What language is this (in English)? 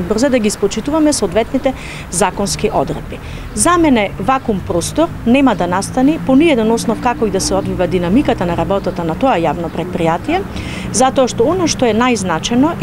Macedonian